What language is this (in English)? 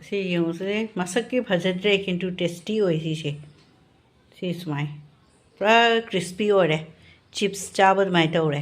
Manipuri